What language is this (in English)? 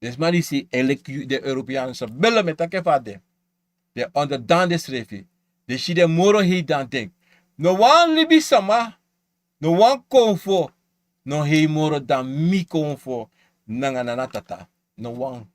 Sranan Tongo